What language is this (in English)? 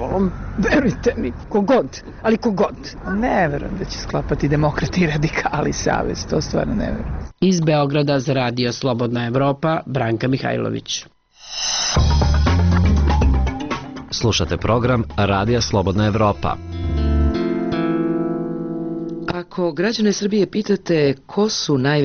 Serbian